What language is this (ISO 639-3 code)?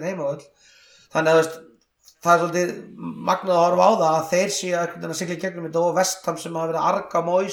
isl